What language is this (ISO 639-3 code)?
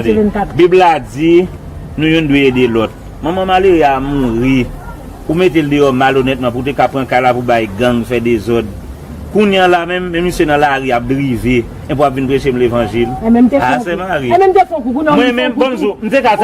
hat